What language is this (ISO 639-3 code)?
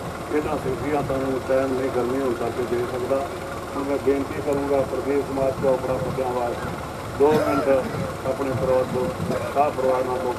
pan